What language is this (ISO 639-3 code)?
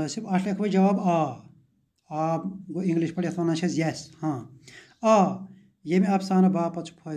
kas